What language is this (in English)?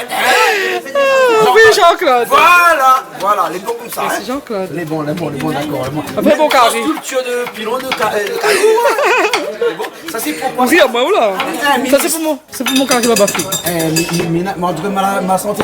Réunion Creole French